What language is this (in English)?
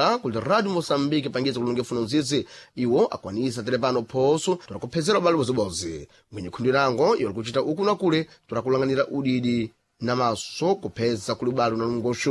Sena